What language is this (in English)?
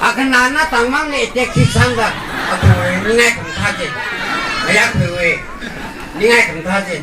Tangkhul Naga (India)